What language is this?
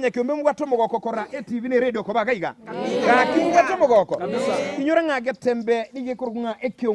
Gusii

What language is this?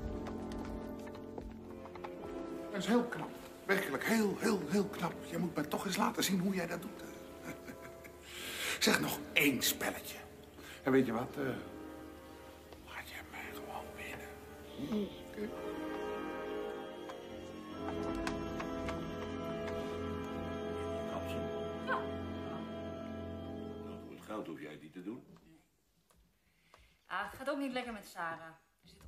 Dutch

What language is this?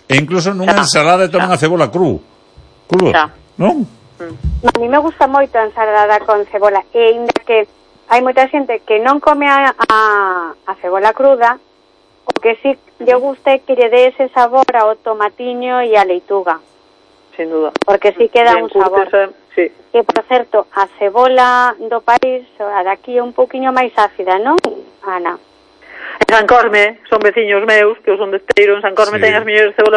Galician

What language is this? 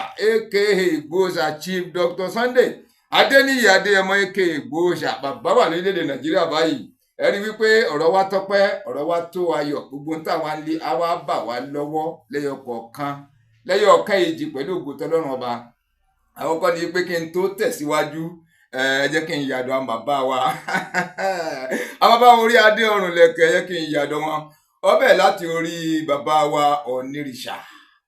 Yoruba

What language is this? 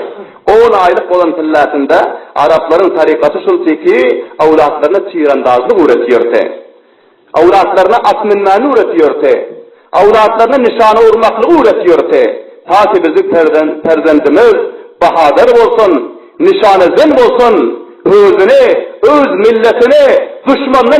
Turkmen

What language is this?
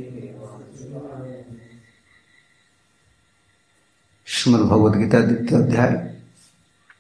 Odia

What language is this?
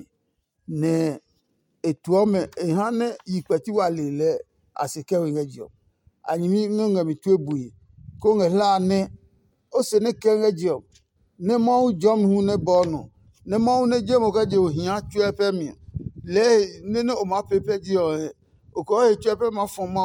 Adangme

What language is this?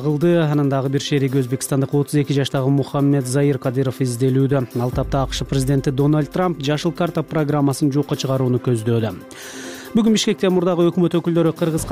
Kyrgyz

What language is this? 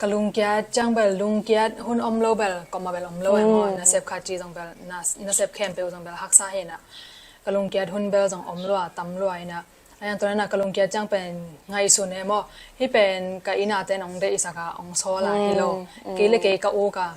Tedim Chin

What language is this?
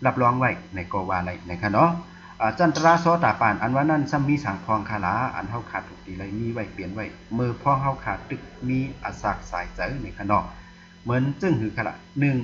Shan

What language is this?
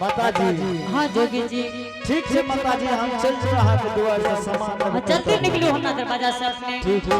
Angika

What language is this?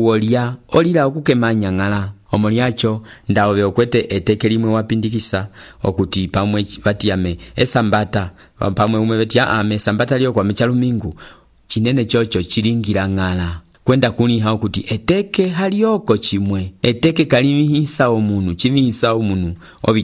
Umbundu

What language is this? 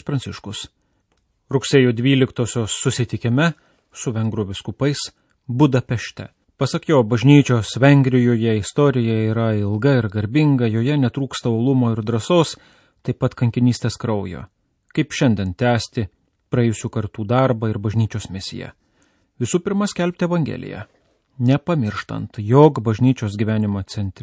Lithuanian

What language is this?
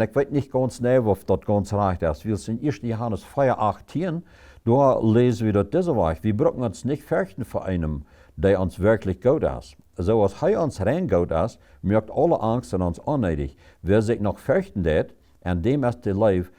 Plautdietsch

